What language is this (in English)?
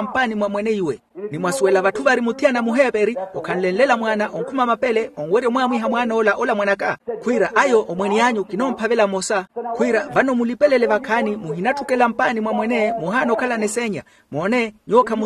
Makhuwa